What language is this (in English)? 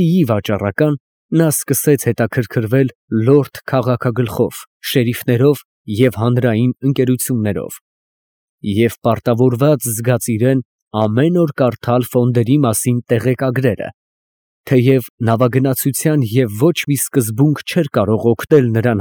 Armenian